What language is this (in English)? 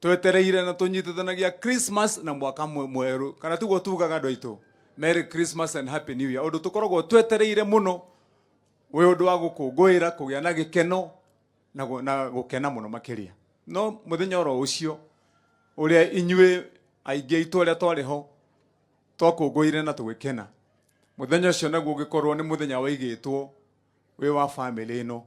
Kikuyu